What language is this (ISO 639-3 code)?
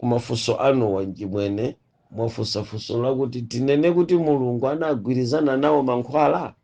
nya